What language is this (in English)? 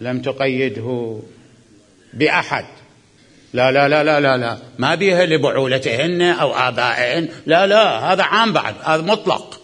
Mesopotamian Arabic